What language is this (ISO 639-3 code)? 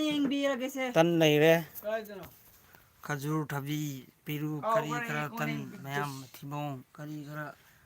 mni